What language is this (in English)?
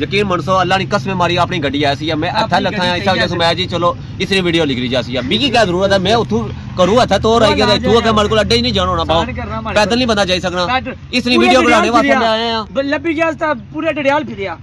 Pahari-Potwari